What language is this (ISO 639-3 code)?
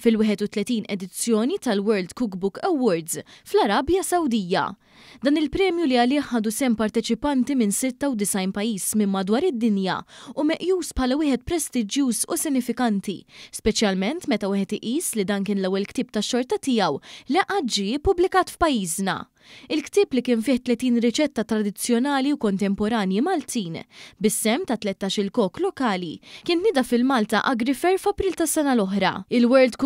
mlt